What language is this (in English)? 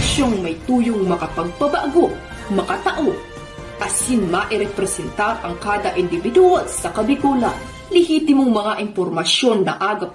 Bikol